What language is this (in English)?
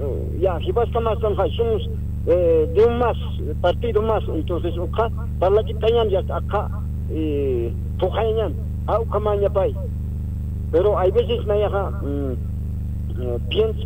Aymara